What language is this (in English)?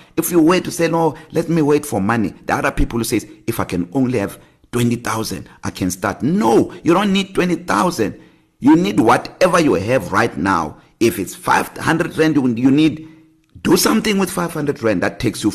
English